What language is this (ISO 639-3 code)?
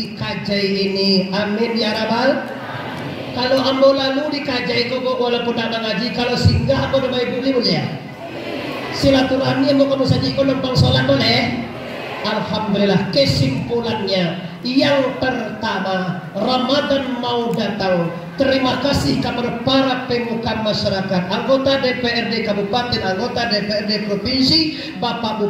min